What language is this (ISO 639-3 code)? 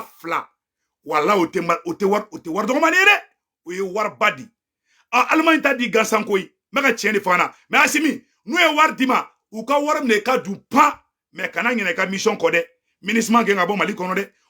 bam